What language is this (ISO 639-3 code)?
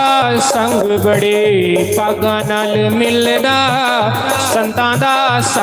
doi